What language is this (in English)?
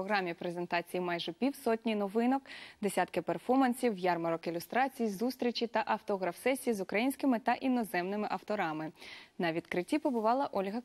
Ukrainian